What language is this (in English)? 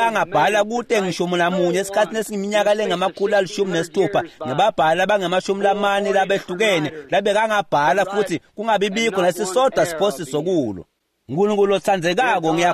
Swati